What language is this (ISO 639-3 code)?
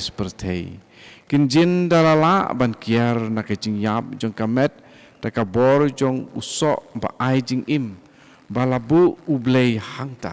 kha